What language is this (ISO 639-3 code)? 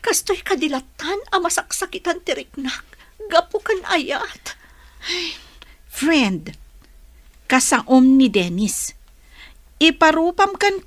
ilo